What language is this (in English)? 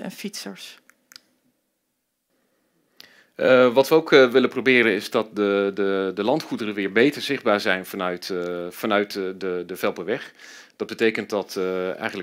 Dutch